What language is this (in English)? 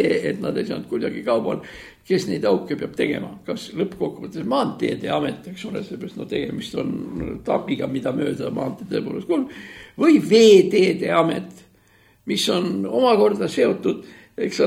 Estonian